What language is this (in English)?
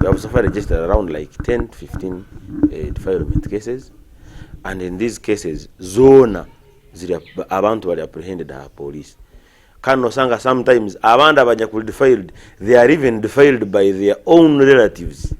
Nyankole